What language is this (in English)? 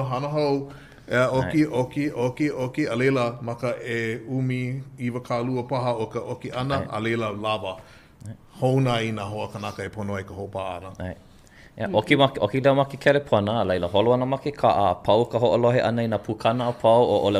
Hawaiian